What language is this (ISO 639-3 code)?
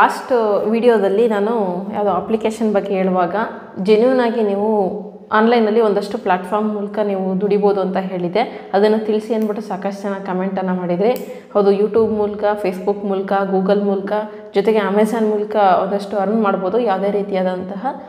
kan